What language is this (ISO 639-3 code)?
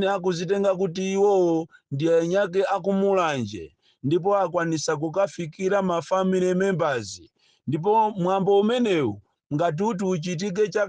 nya